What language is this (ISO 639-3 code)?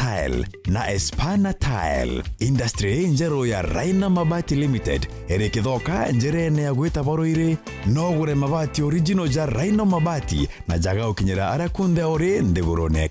mer